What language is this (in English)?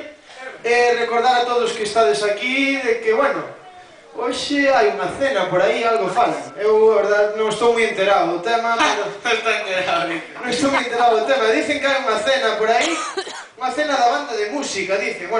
Galician